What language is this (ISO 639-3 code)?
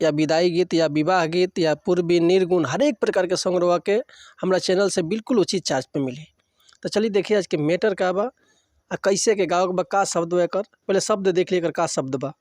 bho